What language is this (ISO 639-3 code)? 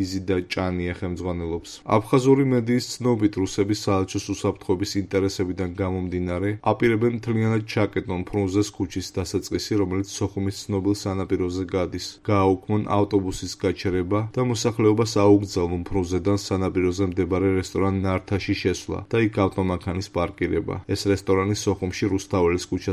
kat